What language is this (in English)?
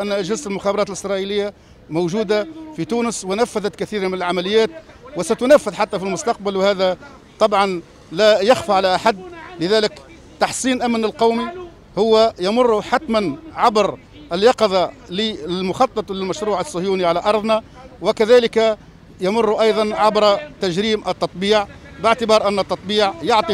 Tunisian Arabic